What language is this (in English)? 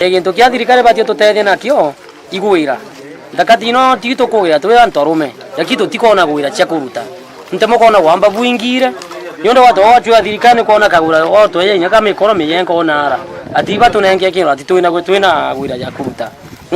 Meru